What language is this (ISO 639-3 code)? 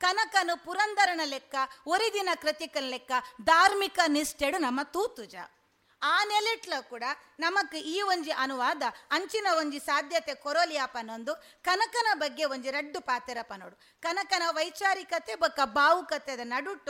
tcy